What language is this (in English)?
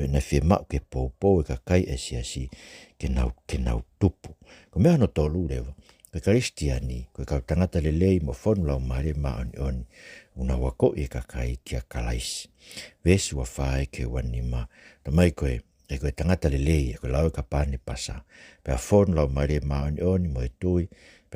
Tongan